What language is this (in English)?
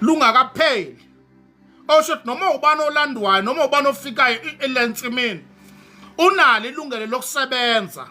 Zulu